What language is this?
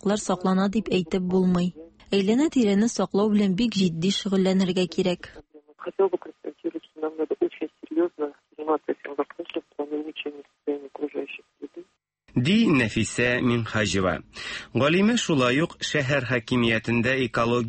Tatar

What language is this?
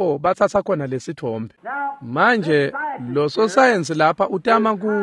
Swati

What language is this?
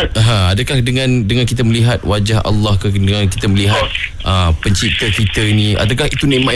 Malay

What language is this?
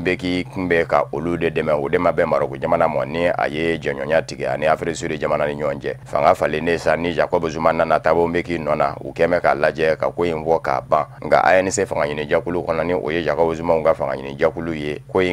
Bambara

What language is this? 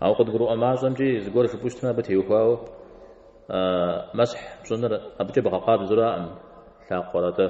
Kabardian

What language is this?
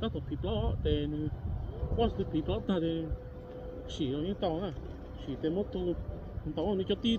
Hmong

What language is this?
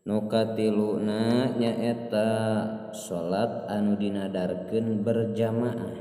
Sundanese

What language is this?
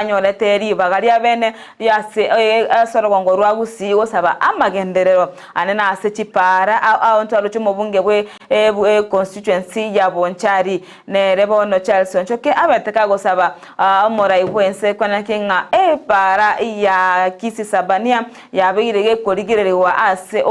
Gusii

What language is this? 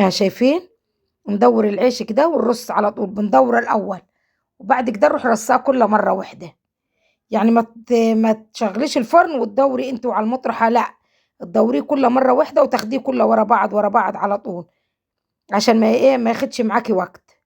Egyptian Arabic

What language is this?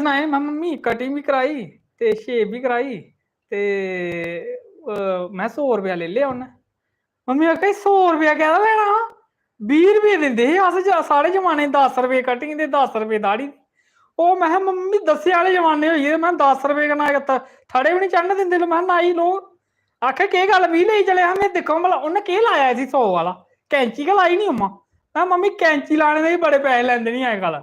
Dogri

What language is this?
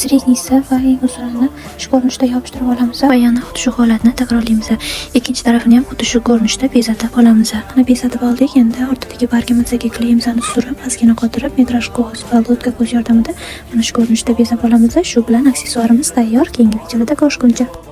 Uzbek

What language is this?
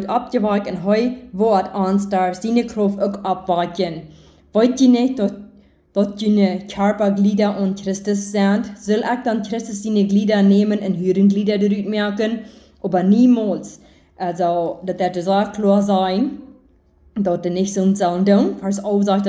Plautdietsch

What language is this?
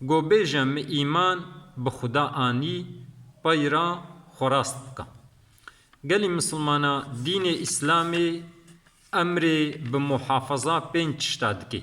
Kurdish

